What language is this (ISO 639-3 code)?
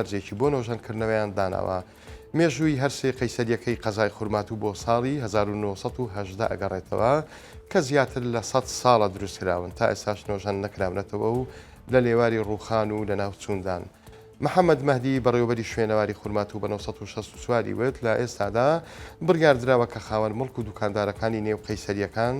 ckb